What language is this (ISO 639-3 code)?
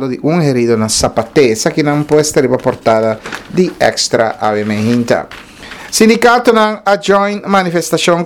pap